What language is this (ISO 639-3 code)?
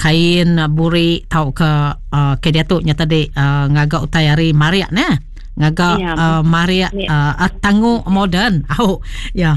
iba